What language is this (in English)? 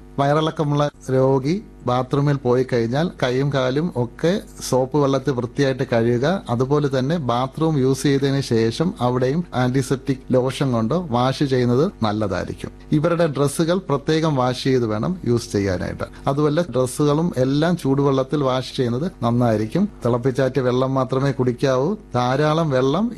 Malayalam